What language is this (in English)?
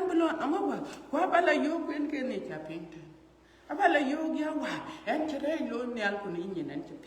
Dinka